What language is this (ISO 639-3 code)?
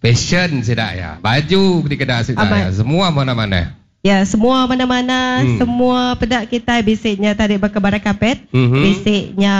iba